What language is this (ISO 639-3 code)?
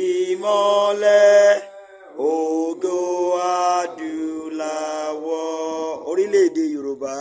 yor